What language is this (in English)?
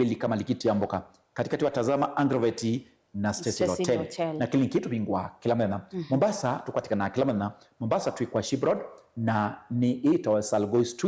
Kamba